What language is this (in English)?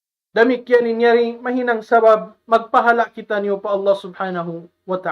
Tausug